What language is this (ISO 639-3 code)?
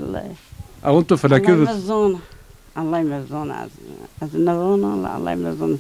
zza